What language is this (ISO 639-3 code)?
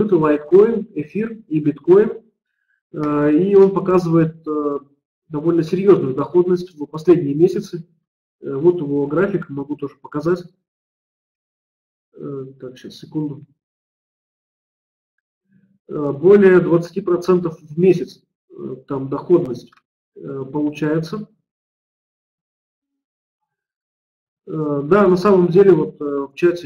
rus